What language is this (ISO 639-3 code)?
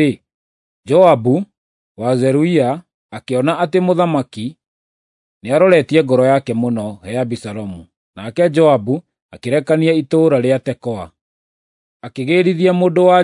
kik